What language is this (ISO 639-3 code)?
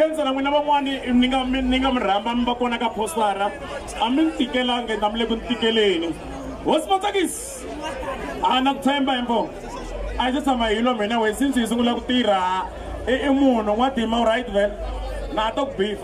tso